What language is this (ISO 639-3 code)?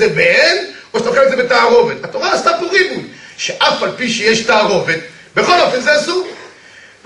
heb